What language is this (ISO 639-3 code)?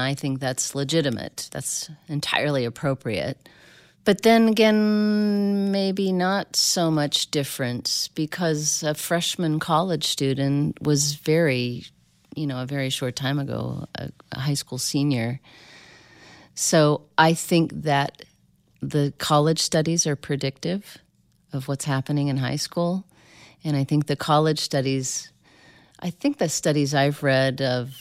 eng